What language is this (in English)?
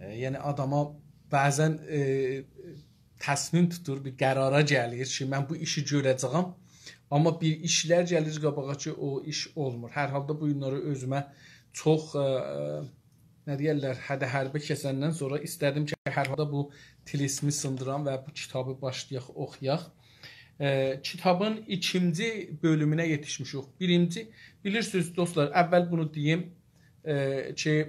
South Azerbaijani